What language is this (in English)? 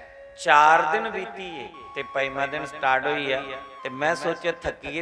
Dogri